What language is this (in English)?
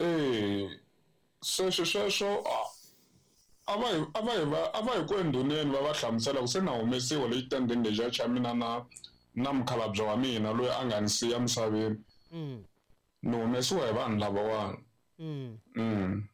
Tsonga